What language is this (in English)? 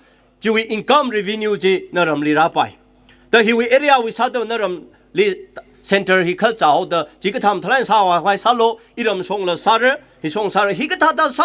Tangkhul Naga (India)